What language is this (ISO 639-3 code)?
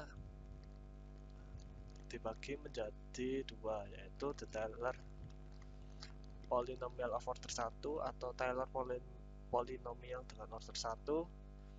ind